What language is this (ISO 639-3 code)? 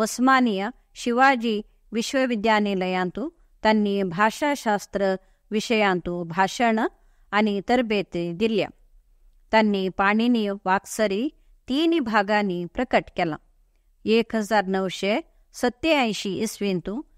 kok